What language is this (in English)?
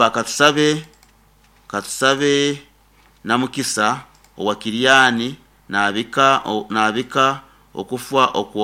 Nyoro